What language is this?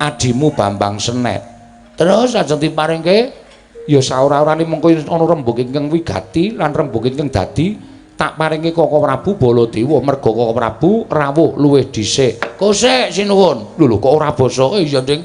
Javanese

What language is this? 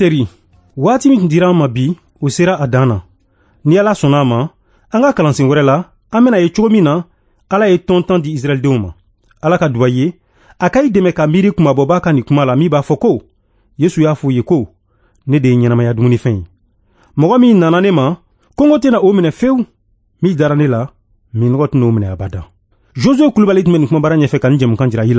Bambara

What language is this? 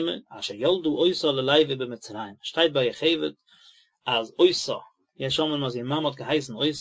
Yiddish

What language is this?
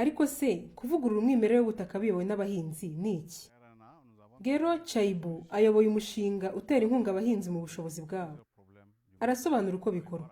Kinyarwanda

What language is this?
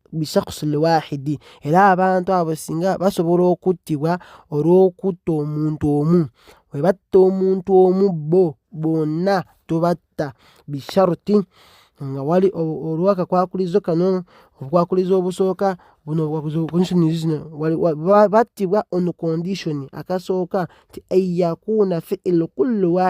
Ganda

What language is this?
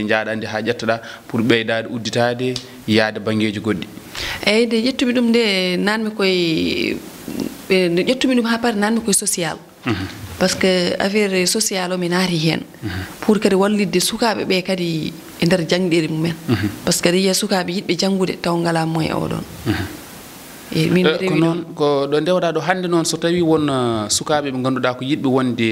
Fula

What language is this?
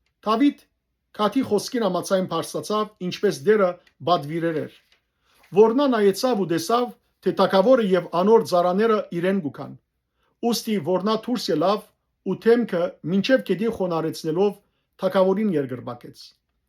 Western Armenian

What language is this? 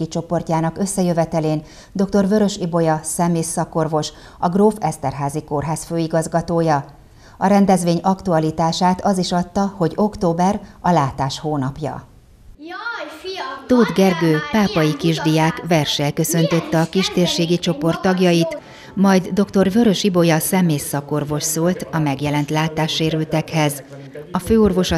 Hungarian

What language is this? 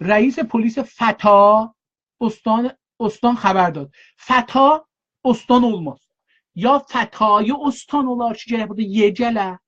South Azerbaijani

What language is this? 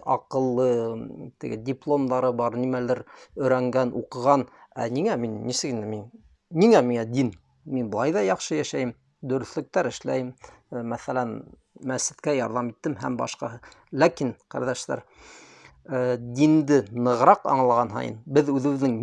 Bashkir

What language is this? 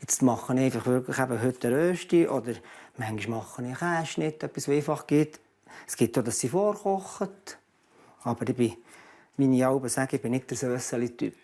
Swiss German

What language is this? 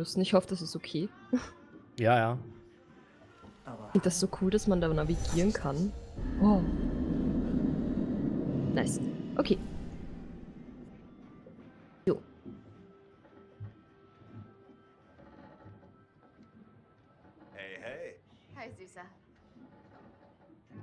German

